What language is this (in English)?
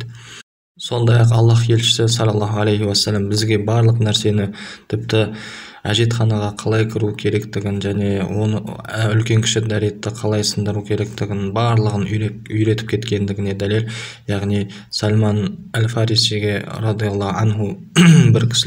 Kazakh